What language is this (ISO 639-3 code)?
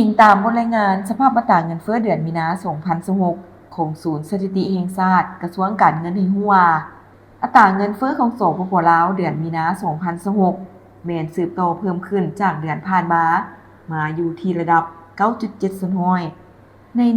lao